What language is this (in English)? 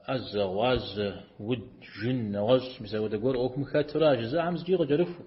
Kabardian